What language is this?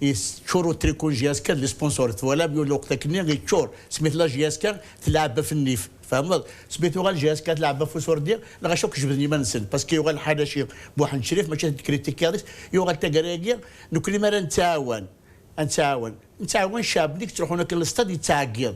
Kabyle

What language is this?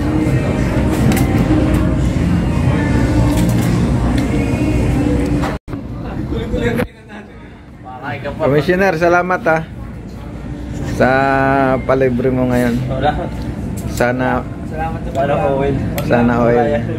Filipino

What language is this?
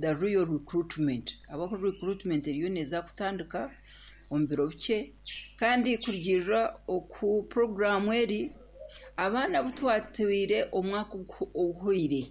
Nyankole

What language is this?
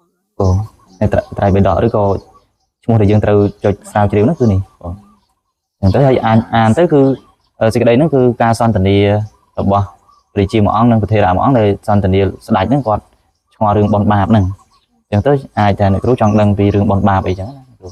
Khmer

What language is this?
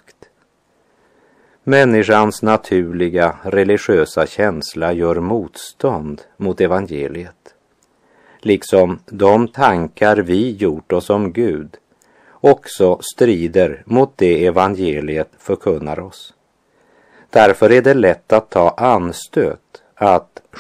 Swedish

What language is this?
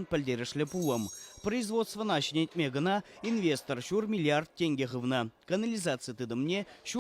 Chuvash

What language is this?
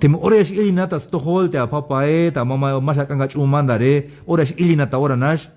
Tzeltal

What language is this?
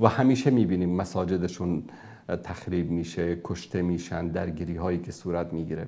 Persian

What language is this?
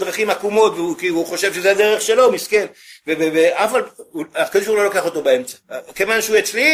Hebrew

